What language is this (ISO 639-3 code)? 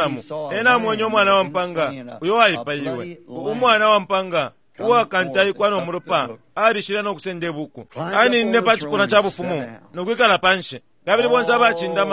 bem